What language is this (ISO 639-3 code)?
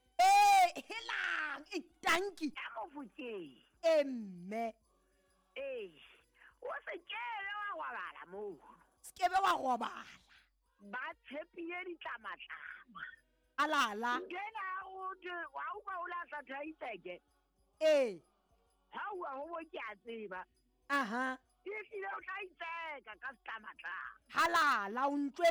sot